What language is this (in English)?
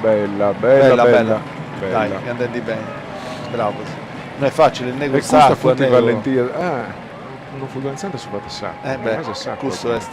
Sardinian